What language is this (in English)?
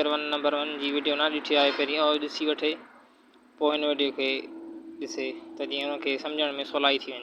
Sindhi